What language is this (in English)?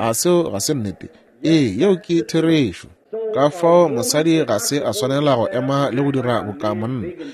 Northern Sotho